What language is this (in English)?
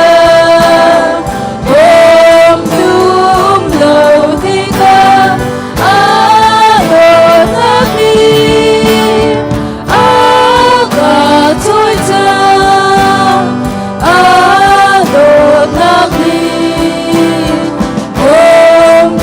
Hakha Chin